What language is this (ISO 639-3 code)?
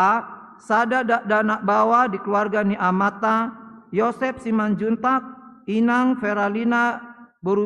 bbc